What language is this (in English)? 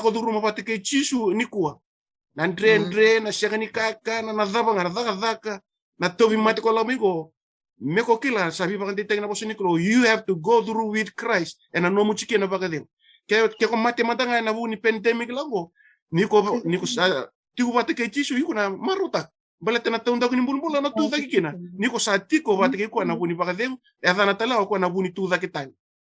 Fijian